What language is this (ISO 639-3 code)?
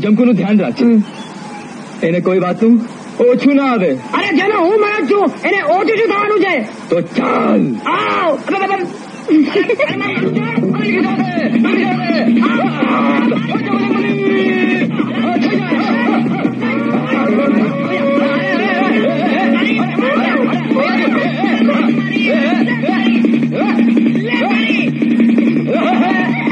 guj